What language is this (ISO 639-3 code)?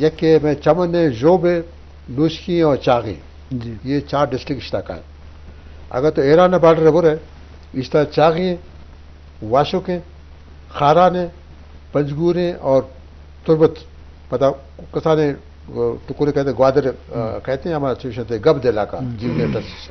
bgp